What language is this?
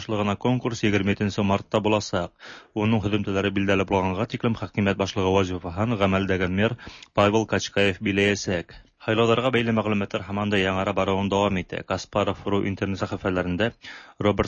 Tatar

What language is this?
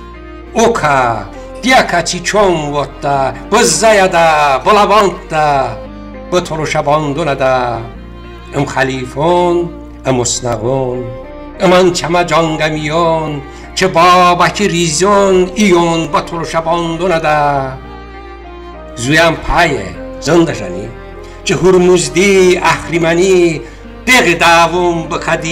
Talysh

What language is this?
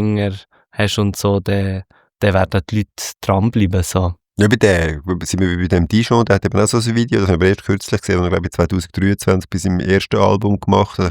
Swiss German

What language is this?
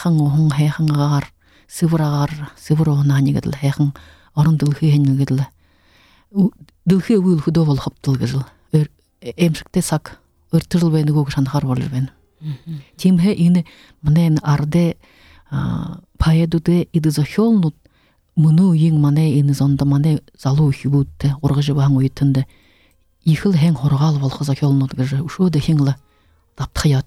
Buriat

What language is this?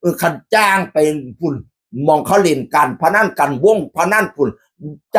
Northeastern Thai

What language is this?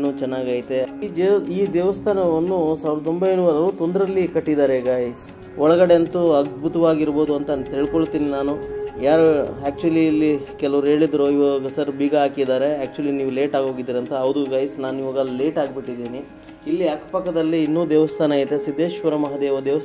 Kannada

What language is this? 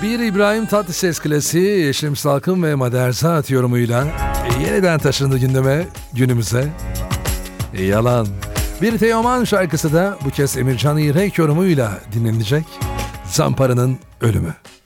Turkish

